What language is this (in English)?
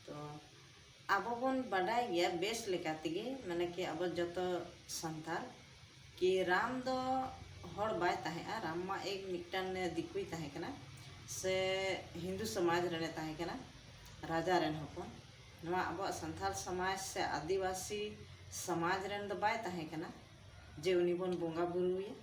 Santali